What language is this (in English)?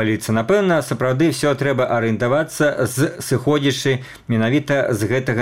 Belarusian